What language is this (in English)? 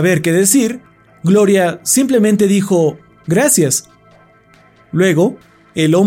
Spanish